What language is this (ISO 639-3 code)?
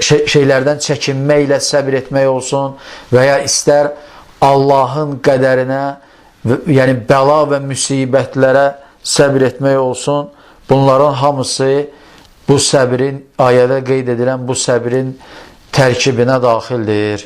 aze